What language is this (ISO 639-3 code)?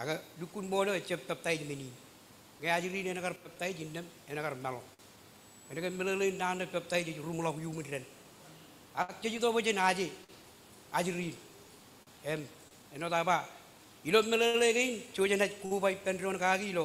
mah